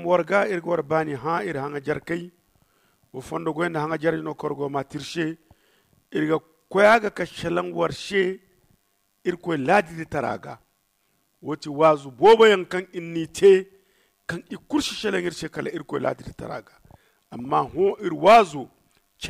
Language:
Zarma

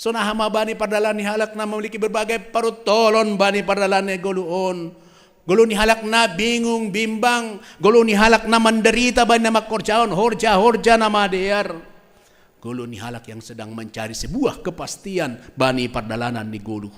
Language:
Batak Simalungun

